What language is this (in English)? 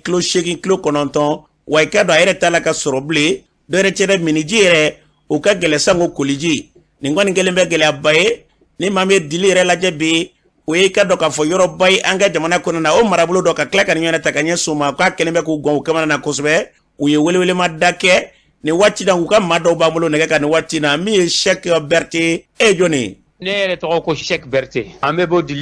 Bambara